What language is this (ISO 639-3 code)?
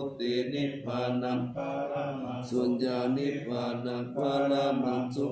pli